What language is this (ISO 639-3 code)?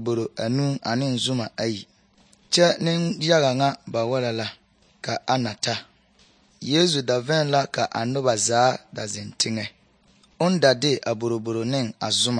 dga